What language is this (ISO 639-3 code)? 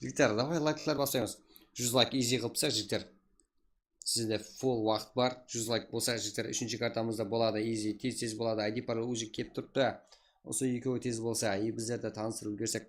kaa